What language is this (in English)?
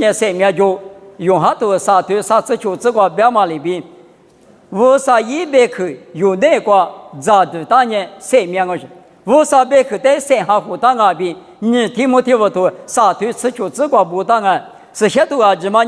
Lisu